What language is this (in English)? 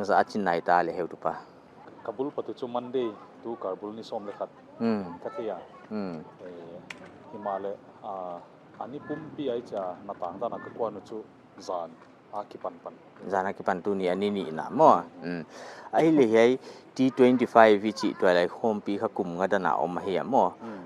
Paite Chin